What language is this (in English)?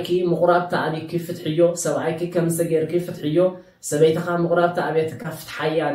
Tigrinya